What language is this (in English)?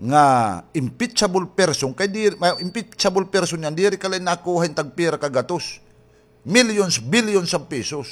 Waray